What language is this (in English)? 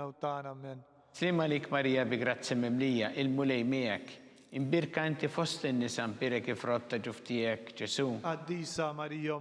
Maltese